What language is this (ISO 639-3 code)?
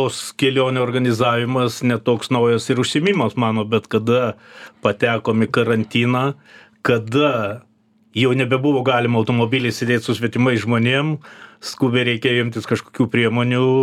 lit